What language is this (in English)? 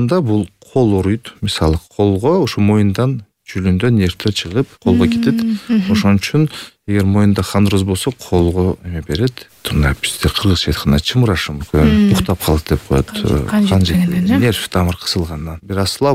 Kyrgyz